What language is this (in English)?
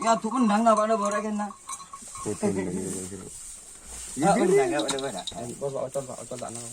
Madurese